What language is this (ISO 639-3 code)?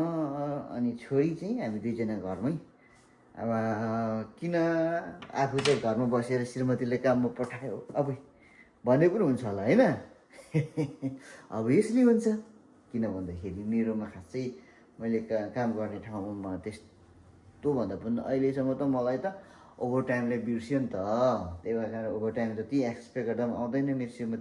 nep